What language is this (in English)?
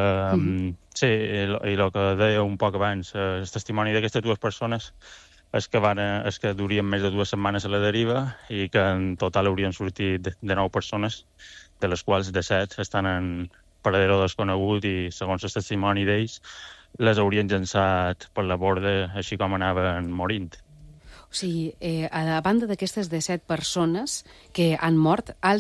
Catalan